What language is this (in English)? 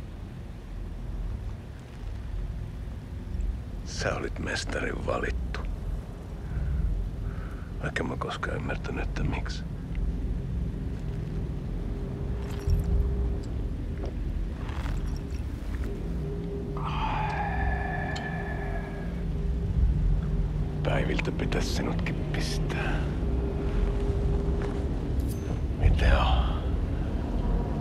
Finnish